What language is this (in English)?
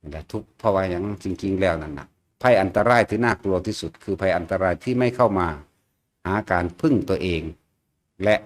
Northeastern Thai